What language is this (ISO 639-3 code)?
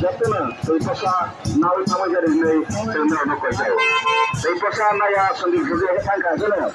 trp